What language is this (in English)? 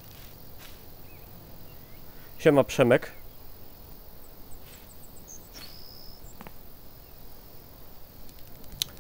Polish